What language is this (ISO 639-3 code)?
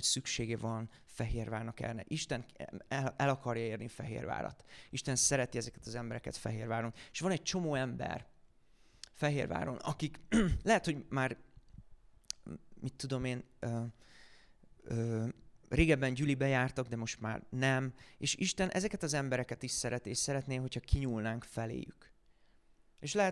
hun